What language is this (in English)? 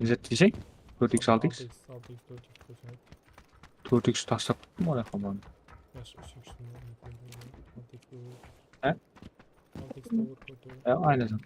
Kara-Kalpak